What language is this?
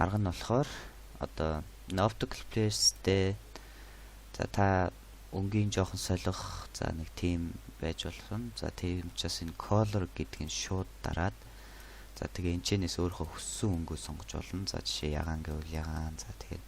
Mongolian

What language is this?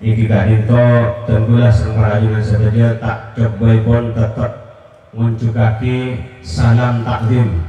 Madurese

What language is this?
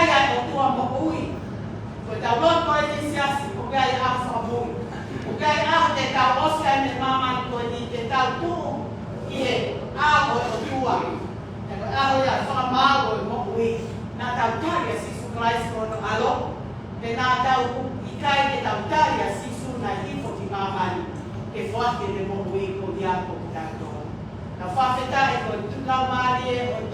Tongan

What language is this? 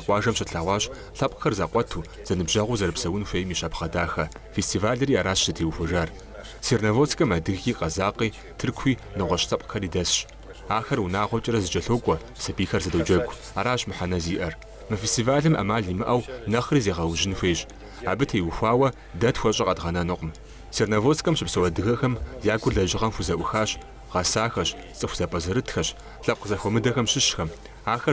Kabardian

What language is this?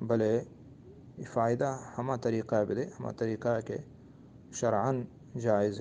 Eastern Balochi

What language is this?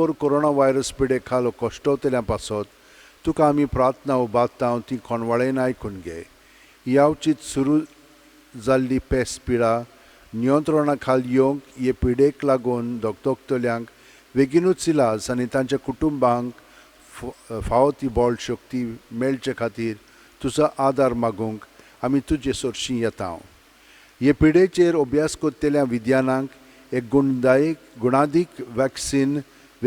Konkani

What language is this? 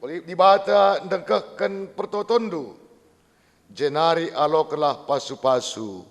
Batak Karo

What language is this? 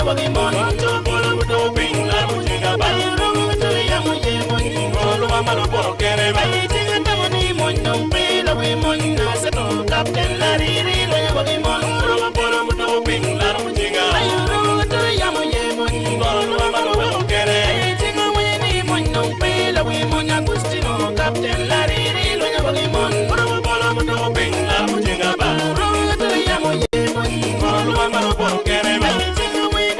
Acoli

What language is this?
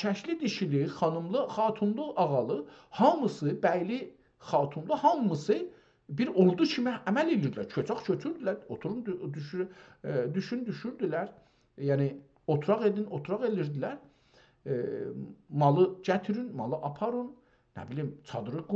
South Azerbaijani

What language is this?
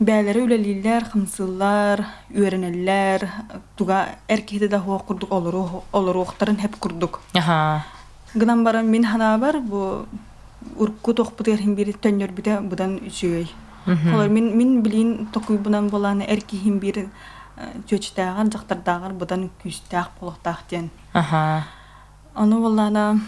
Yakut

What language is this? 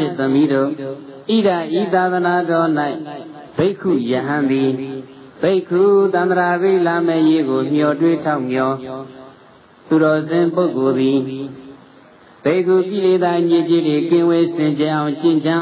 Burmese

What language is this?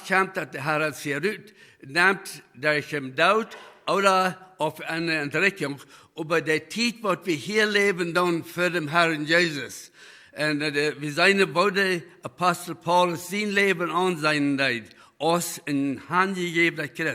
Plautdietsch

